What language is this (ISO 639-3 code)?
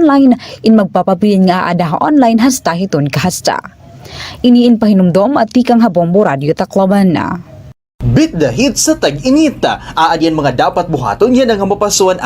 war